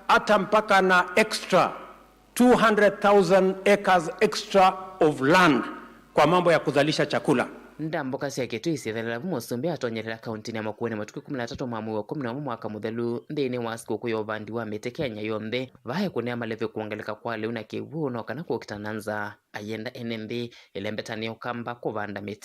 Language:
Kamba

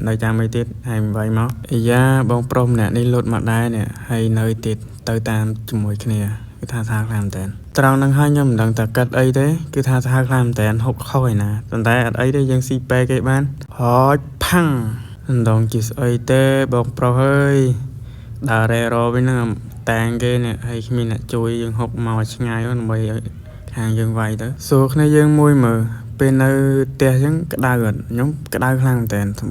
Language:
Khmer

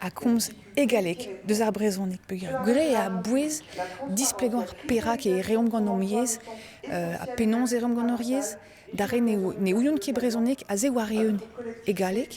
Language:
Breton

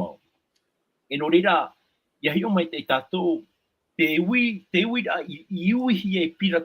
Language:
Tahitian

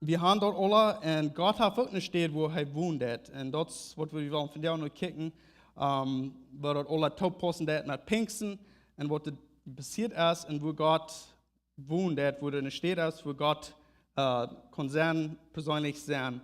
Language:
Plautdietsch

